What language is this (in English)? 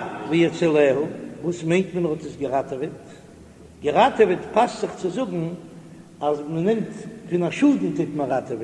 Yiddish